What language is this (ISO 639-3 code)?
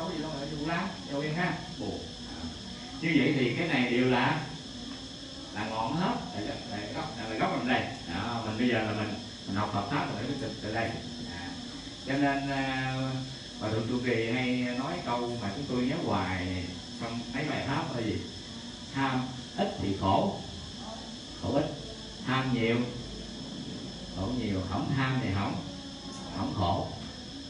vie